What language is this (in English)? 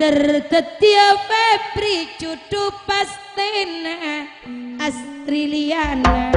Madurese